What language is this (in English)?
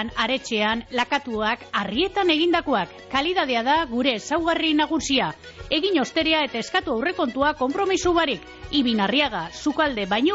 Basque